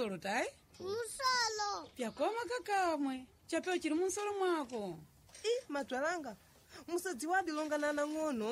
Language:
Sena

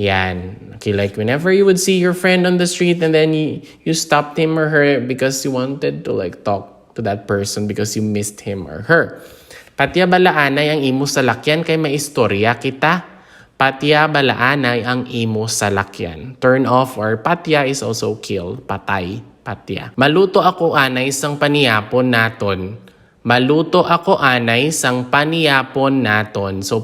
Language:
Hiligaynon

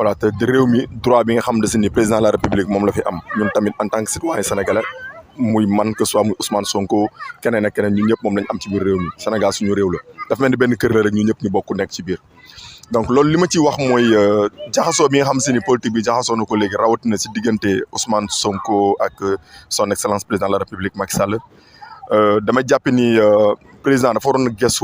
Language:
Wolof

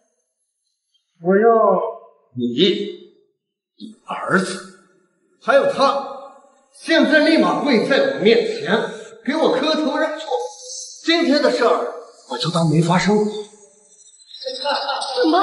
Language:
Chinese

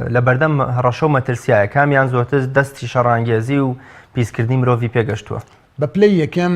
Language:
Central Kurdish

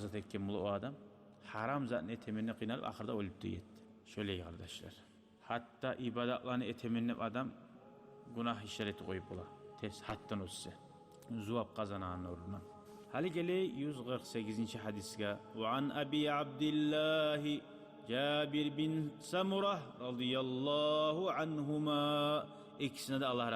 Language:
Kumyk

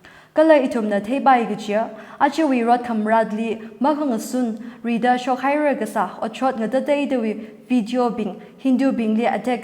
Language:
Tangkhul Naga (India)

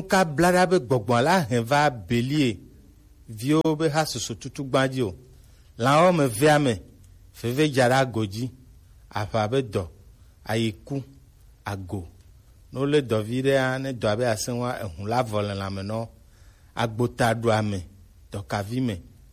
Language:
Gen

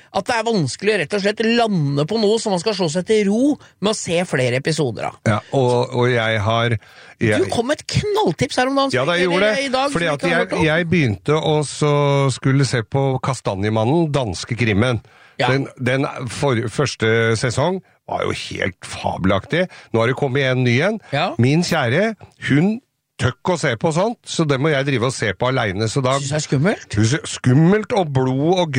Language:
Norwegian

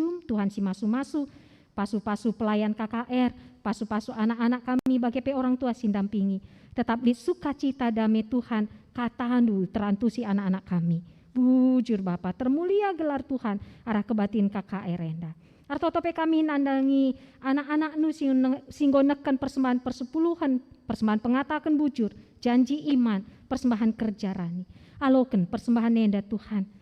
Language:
Batak Karo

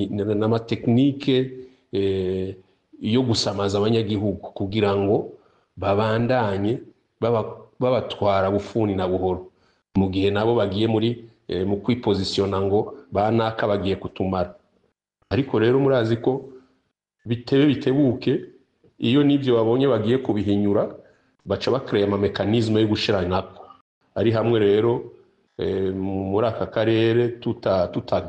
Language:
Rundi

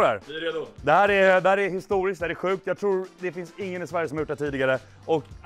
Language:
Swedish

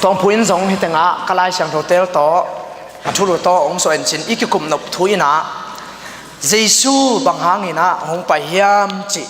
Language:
Tedim Chin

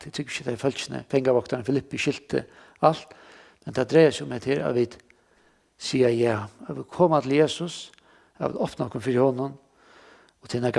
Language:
Faroese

